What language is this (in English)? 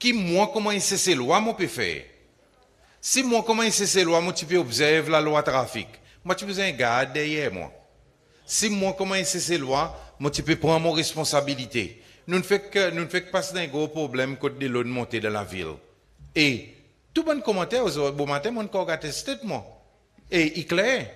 Seselwa Creole French